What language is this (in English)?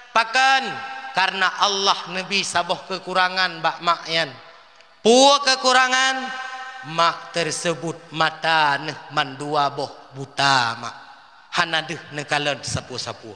Achinese